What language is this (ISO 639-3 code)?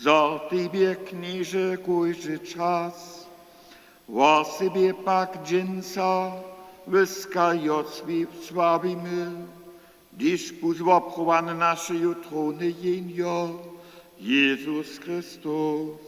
hsb